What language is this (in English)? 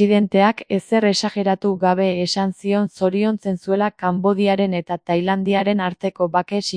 Basque